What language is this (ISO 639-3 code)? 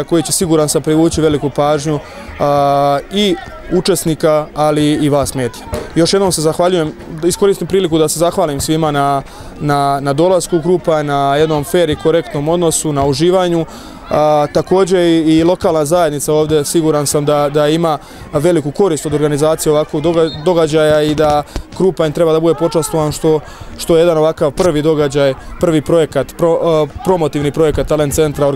srp